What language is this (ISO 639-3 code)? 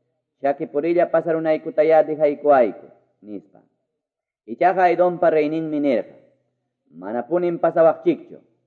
que